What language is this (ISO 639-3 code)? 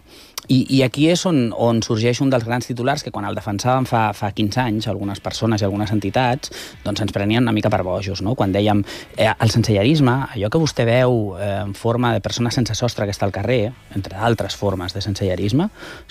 cat